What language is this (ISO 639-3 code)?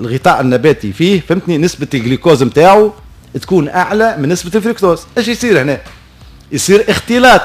aeb